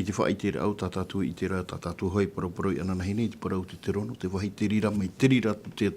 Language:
Tahitian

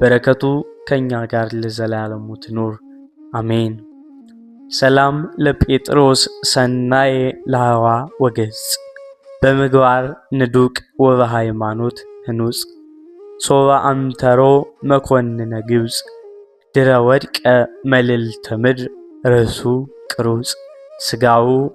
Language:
Amharic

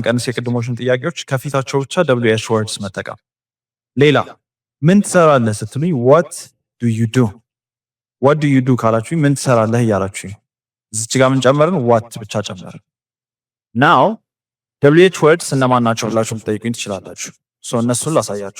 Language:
Amharic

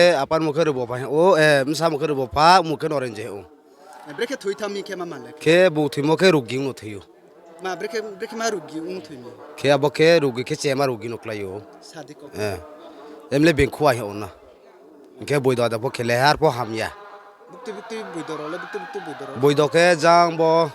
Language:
Riang (India)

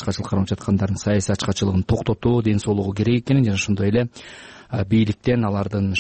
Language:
Kyrgyz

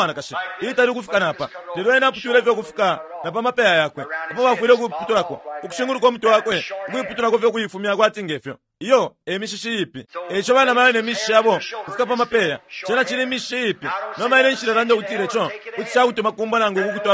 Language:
Bemba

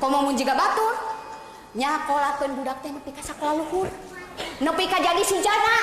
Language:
Sundanese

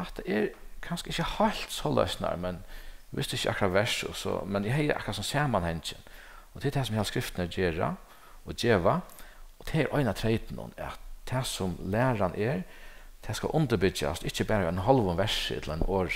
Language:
Faroese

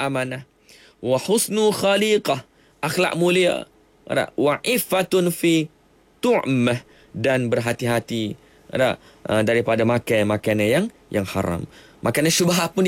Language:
Malay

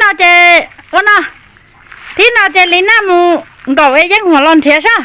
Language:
Hmong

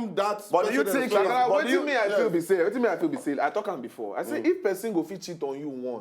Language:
Nigerian Pidgin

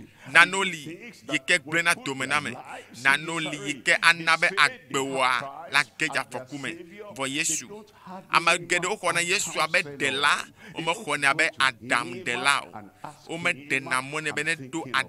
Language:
Ewe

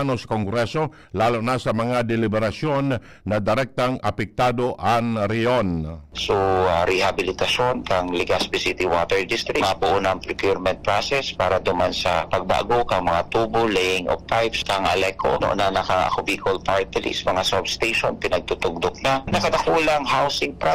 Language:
Bikol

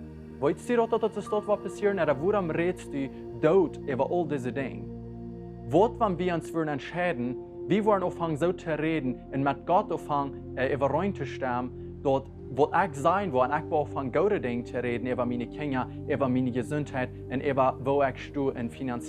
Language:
Plautdietsch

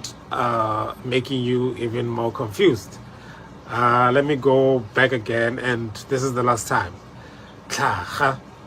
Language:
Tswana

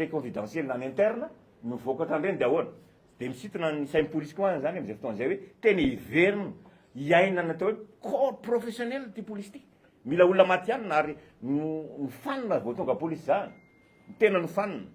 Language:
Malagasy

